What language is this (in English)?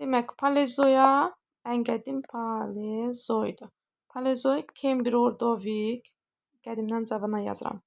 Azerbaijani